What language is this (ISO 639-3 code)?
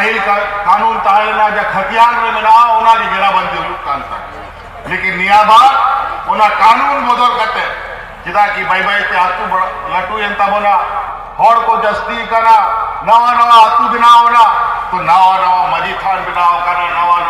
sat